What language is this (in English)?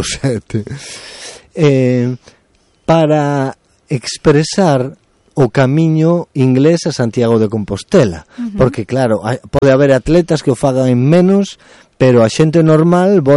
Galician